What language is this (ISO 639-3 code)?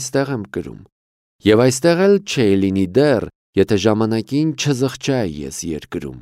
hye